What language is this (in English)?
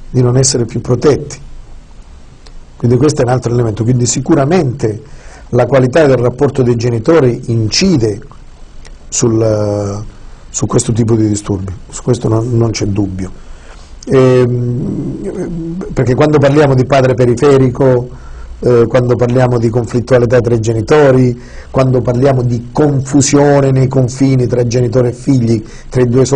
Italian